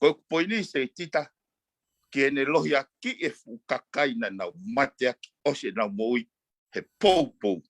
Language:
Tongan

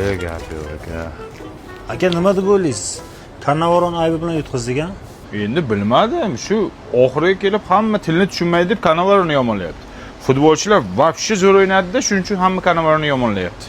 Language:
Uzbek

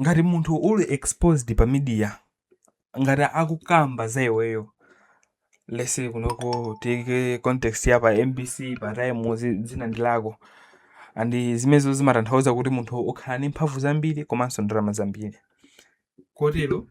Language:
Nyanja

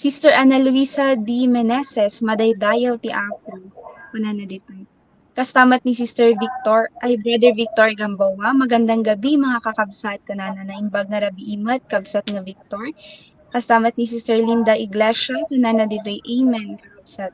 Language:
Iloko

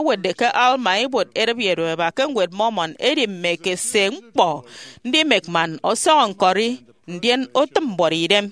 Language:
Efik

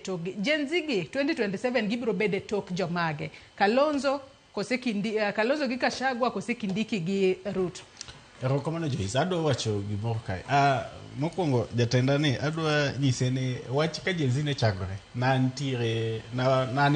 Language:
Luo (Kenya and Tanzania)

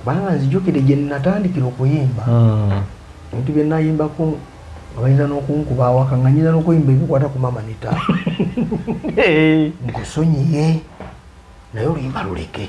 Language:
Ganda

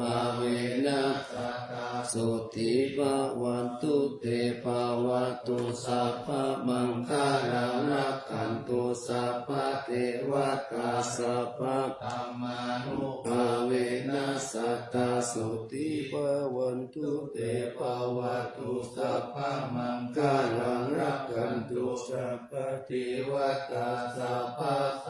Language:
Pali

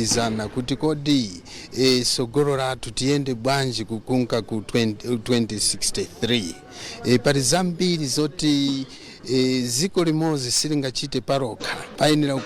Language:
Nyanja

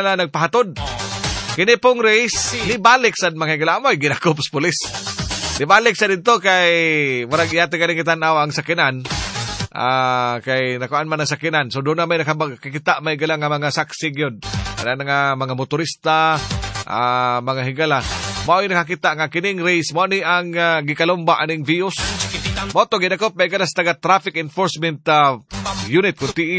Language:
Cebuano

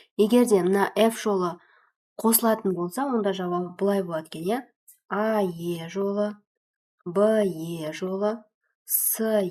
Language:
Kazakh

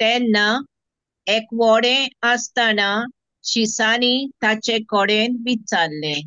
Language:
Konkani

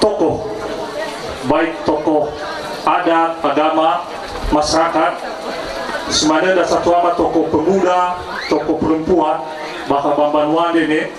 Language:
Nias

